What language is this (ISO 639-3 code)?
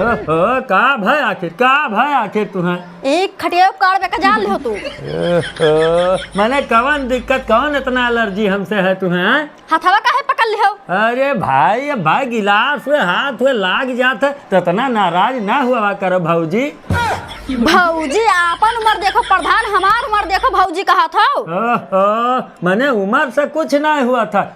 awa